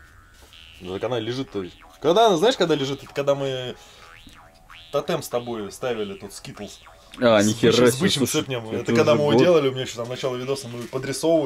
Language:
Russian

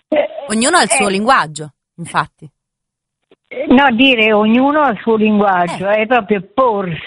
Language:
Italian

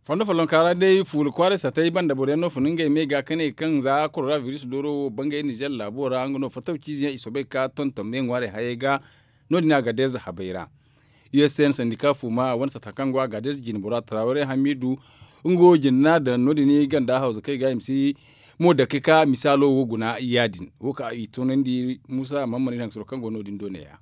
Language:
Zarma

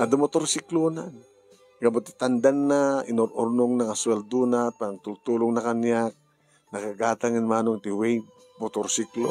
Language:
Iloko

